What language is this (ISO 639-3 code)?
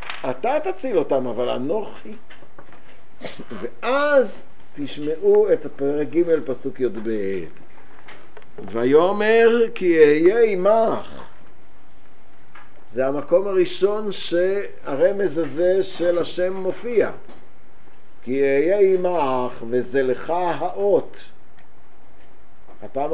heb